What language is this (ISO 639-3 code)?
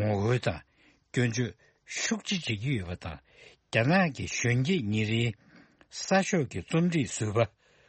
bod